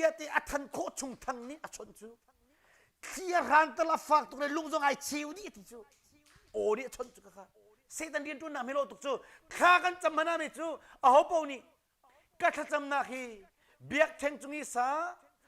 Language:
Hakha Chin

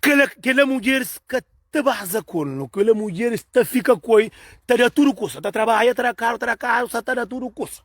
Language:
Kabuverdianu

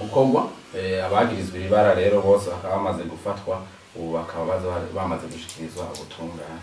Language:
Rundi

